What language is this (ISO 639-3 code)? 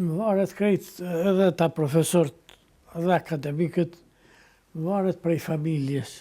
sqi